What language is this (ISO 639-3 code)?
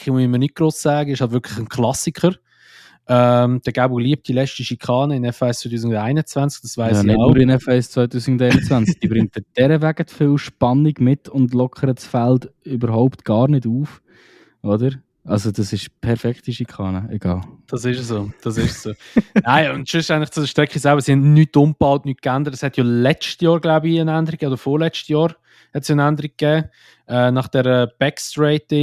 gsw